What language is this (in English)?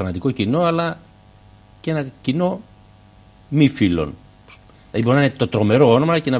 Greek